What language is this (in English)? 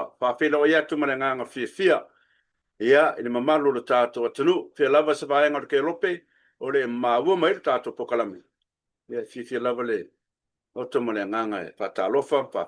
Samoan